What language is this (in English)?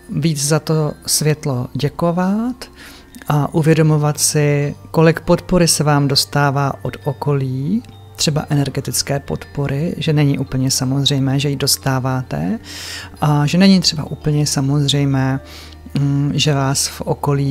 Czech